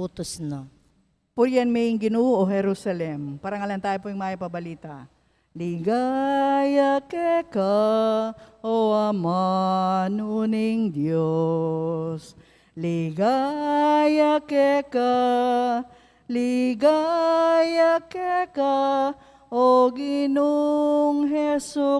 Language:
Pampanga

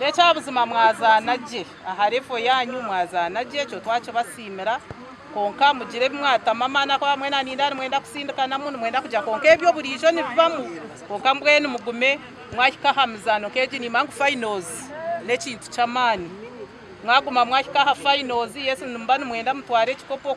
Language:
Nyankole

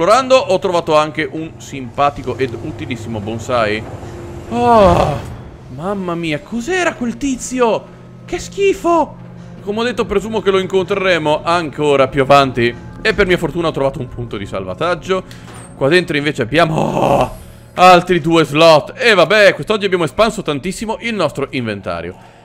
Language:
Italian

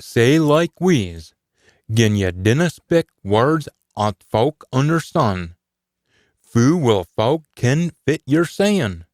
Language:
Scots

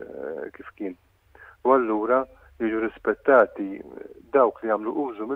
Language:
Maltese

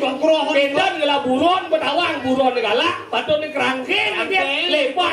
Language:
Balinese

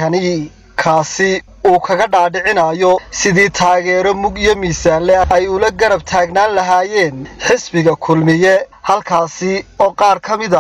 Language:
Somali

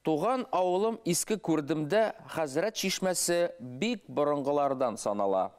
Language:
Bashkir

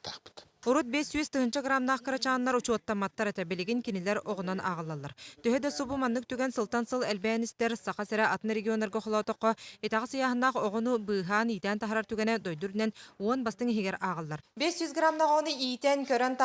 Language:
Yakut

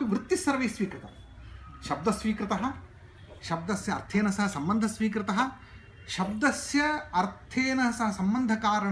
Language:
Sanskrit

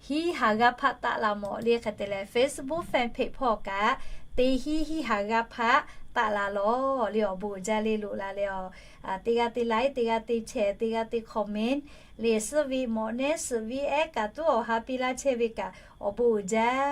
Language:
Lahu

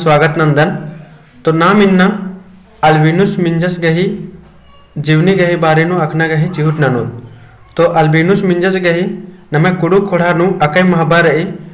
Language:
Kurukh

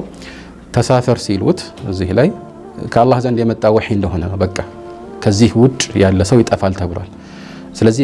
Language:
Amharic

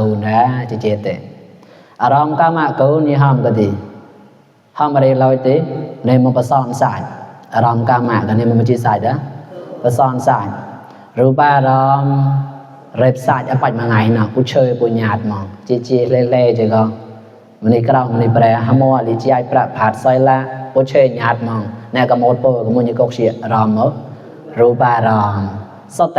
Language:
Mon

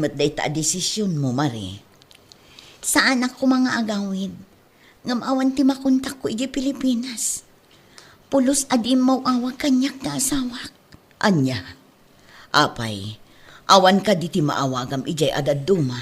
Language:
Iloko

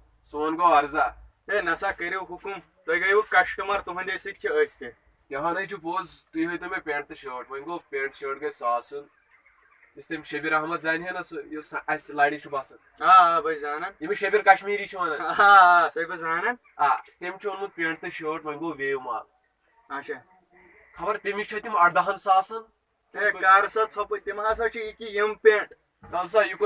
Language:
Kashmiri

